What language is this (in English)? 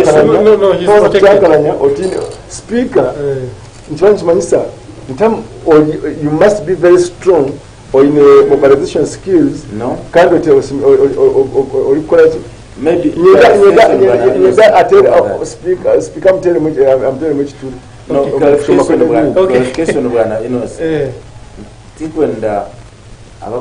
Nyankole